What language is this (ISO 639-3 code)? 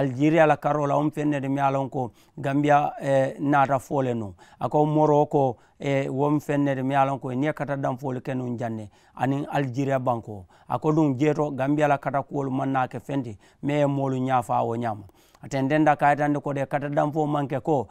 man